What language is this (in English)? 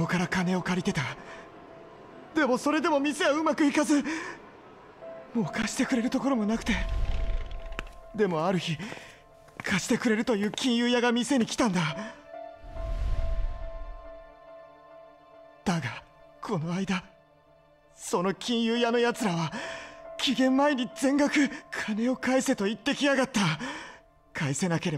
Japanese